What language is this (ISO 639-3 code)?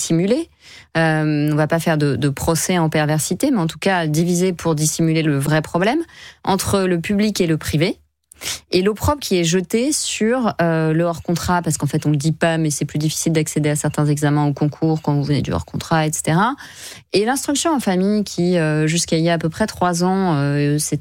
fra